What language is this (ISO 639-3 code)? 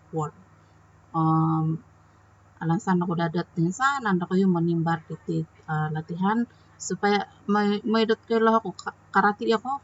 dtp